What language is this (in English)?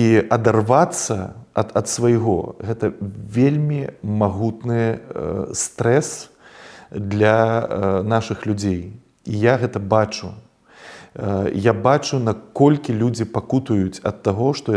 Belarusian